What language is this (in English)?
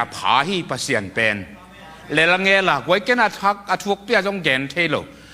Tedim Chin